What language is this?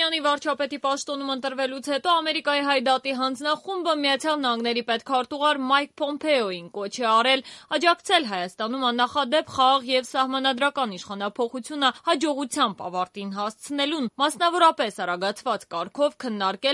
Armenian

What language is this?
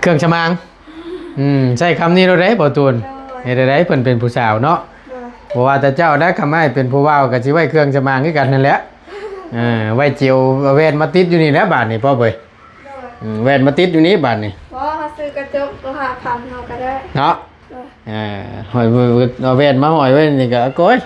Lao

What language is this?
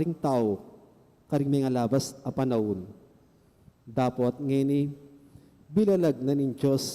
Pampanga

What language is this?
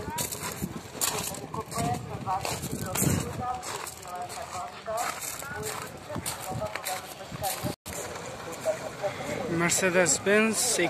Kyrgyz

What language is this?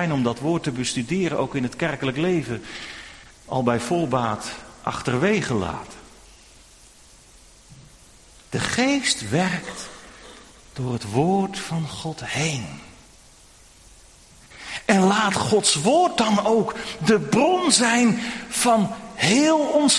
Dutch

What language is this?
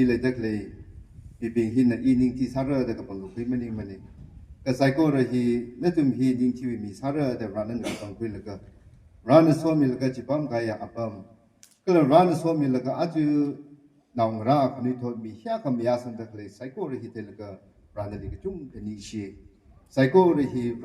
Tangkhul Naga (India)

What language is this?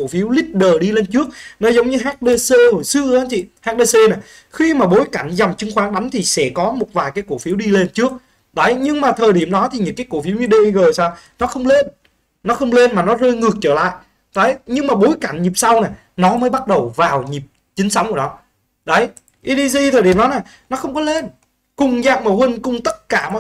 Vietnamese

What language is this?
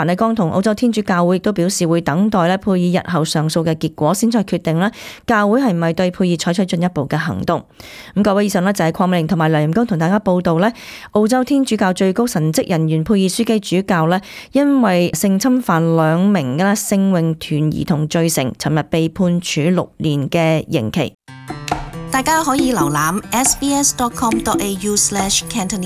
Cantonese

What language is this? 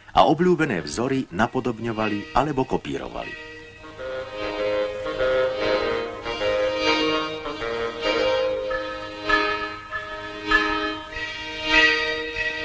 Slovak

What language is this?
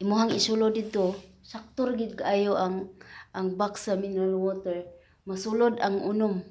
Cebuano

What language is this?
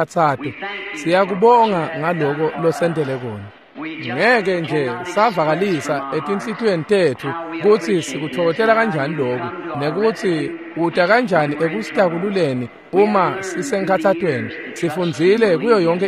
Swati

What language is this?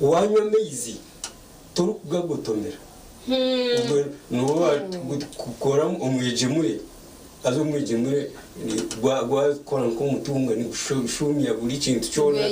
Nyankole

